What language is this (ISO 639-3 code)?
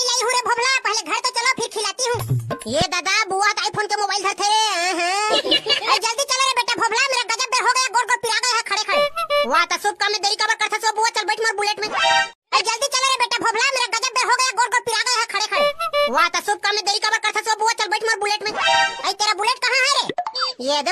hne